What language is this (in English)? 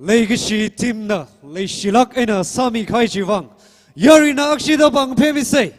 Tangkhul Naga (India)